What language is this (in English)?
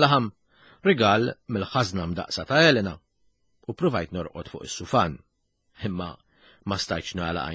Maltese